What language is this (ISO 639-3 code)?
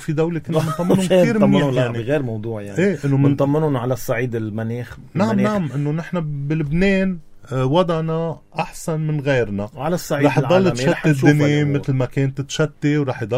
apc